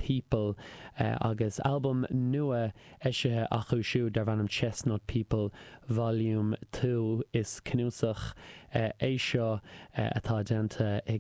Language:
Irish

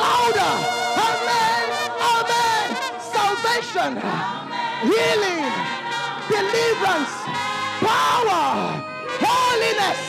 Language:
Ewe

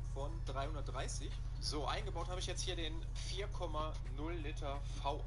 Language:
Bavarian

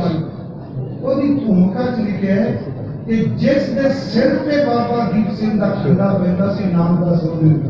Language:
Punjabi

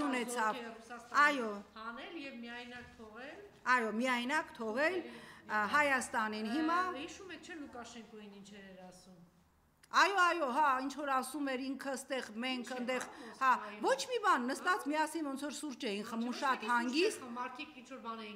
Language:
Armenian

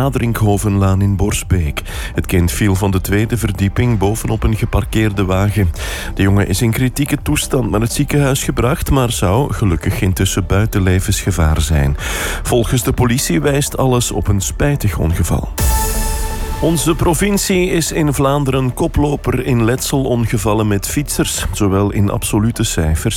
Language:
Dutch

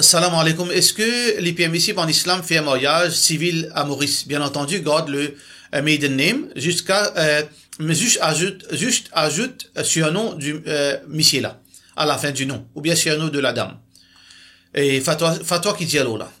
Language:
Morisyen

